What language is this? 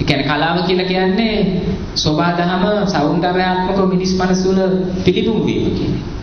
Sinhala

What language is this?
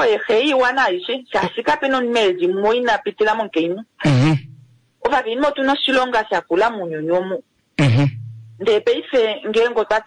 Kuanyama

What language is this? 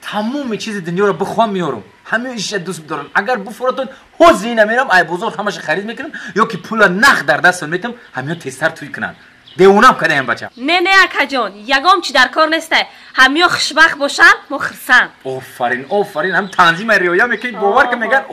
Tajik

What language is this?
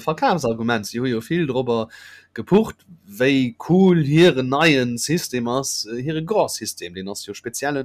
Luxembourgish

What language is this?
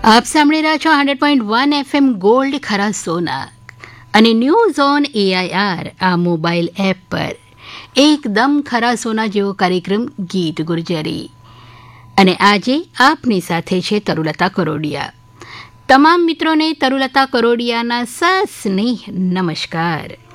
Gujarati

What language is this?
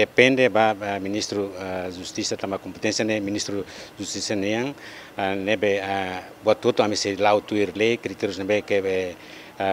Tetum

